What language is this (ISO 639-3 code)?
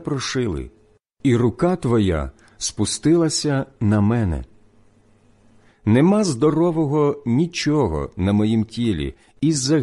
ukr